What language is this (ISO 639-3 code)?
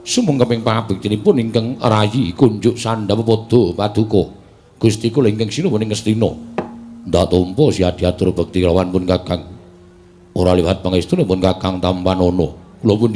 jav